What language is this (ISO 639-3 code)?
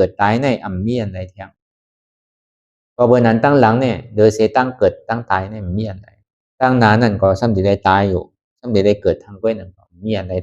shn